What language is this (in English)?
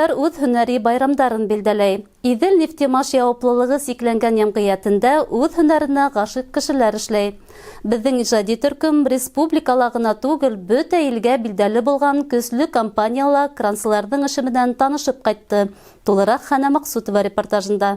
Bashkir